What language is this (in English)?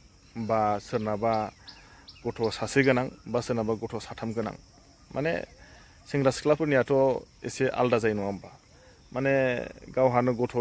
Bodo